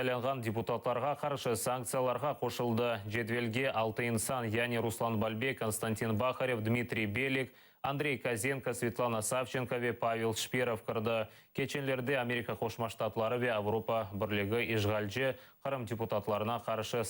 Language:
Crimean Tatar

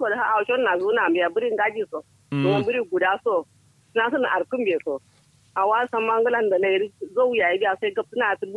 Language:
Kanuri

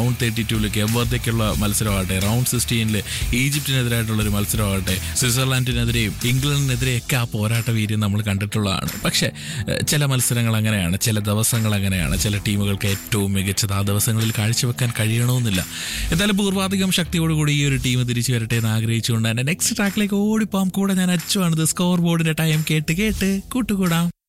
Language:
Malayalam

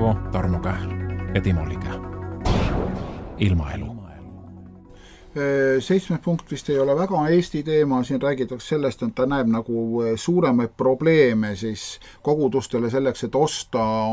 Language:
Estonian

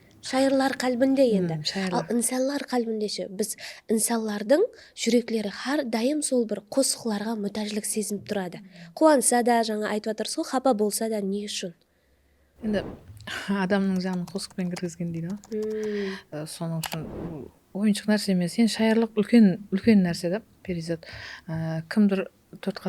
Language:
Kara-Kalpak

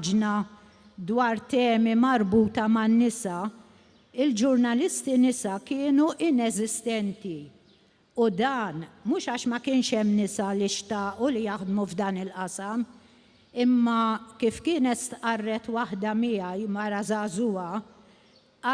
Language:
Maltese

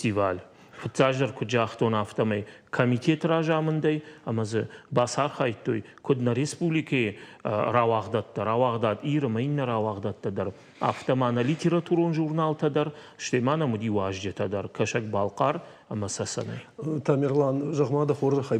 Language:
Ossetic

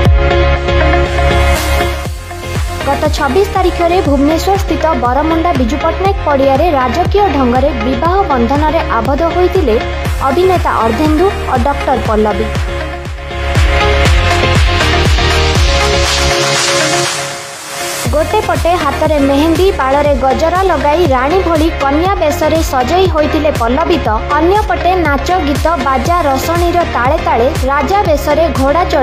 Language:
Odia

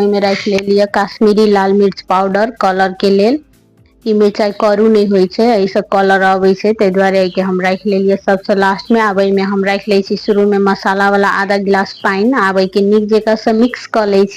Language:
Maithili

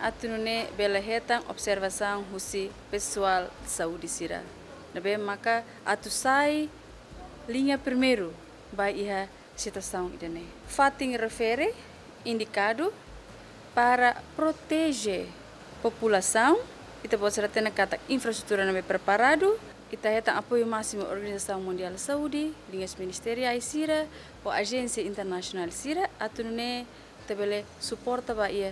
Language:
Tetum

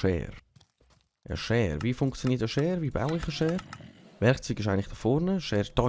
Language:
Swiss German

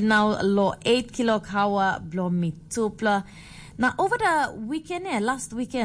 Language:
Tok Pisin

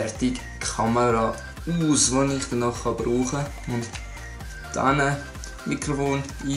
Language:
Swiss German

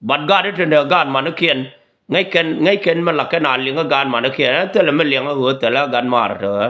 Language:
Nuer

